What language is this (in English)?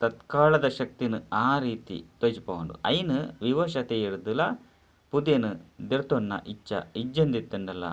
Tulu